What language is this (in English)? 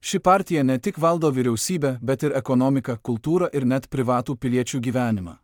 Lithuanian